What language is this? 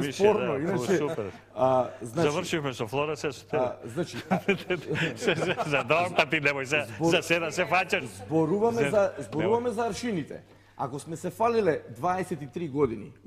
Macedonian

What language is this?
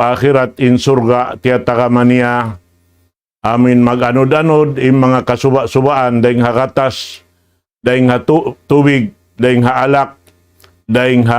Tausug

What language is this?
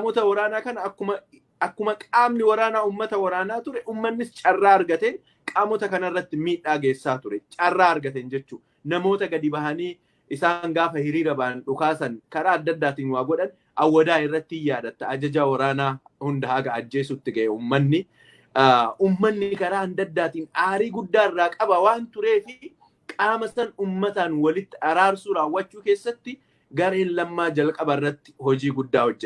Oromo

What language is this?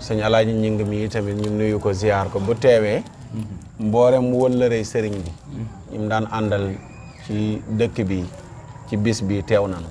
Wolof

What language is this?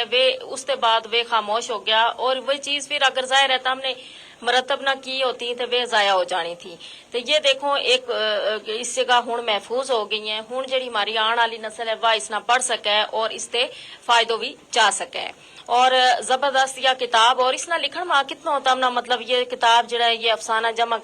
Gujari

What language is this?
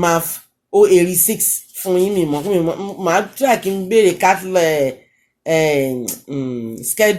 Yoruba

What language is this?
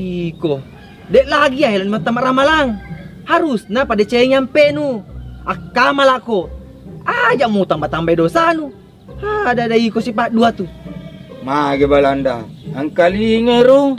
Buginese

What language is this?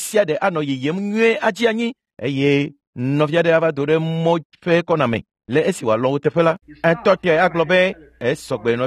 Ewe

